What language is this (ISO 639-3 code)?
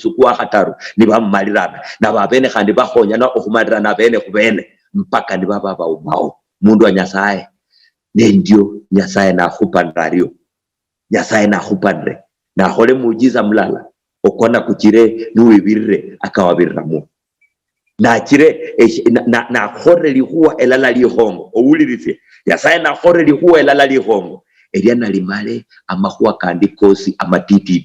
luy